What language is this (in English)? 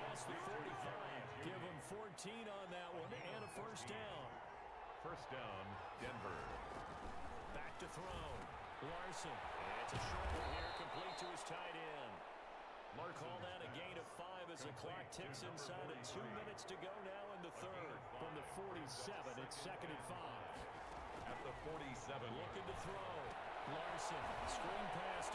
English